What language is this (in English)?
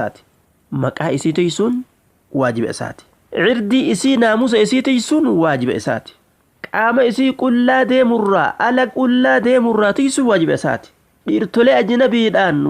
Oromo